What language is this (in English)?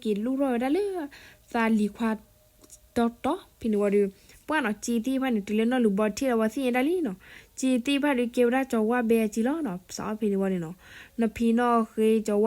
S'gaw Karen